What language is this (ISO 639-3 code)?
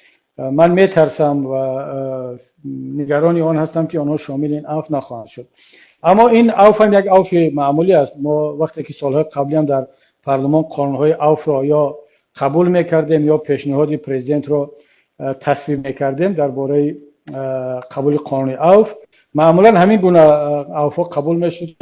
tgk